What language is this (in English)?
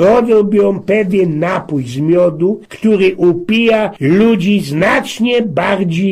Silesian